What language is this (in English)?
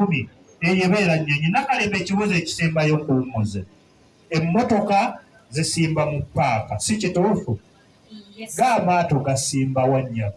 Ganda